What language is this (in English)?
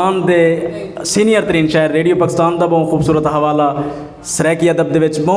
Saraiki